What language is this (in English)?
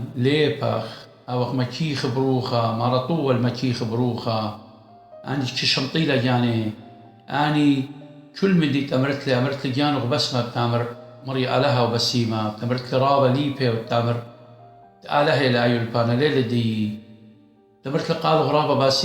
Assyrian Neo-Aramaic